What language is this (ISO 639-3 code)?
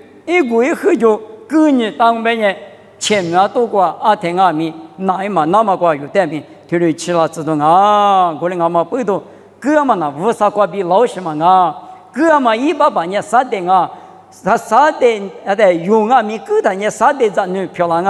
lis